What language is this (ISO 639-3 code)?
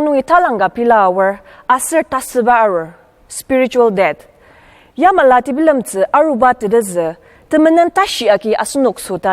njo